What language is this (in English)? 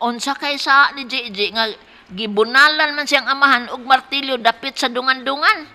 Cebuano